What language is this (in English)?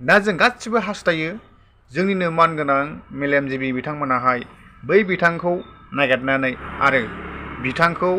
Bodo